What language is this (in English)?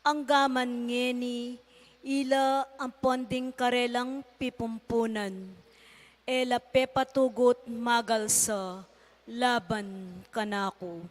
Pampanga